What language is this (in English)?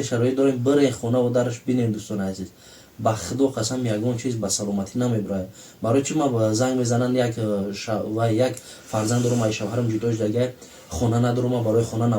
Tajik